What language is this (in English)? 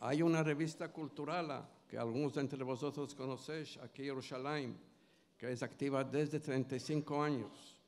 Ladino